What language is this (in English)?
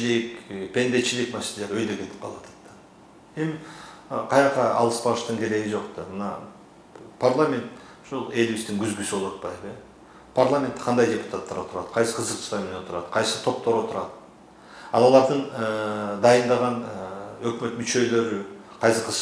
Kyrgyz